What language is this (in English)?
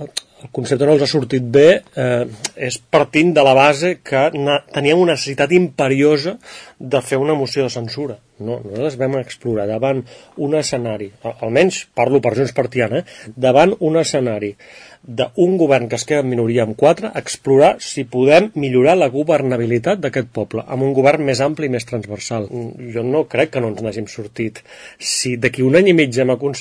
Catalan